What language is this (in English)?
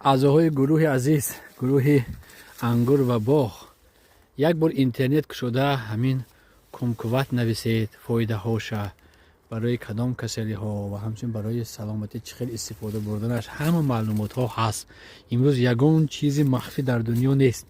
Tajik